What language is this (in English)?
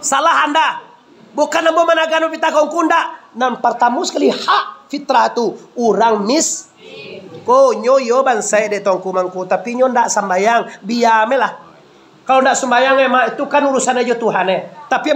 Minangkabau